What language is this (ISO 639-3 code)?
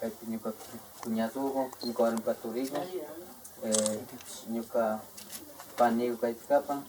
qvi